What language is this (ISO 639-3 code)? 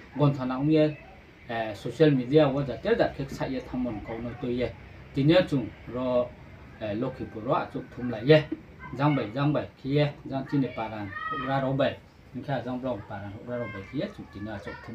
ria